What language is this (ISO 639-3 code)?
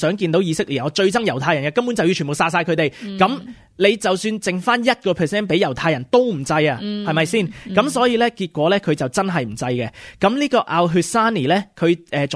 yue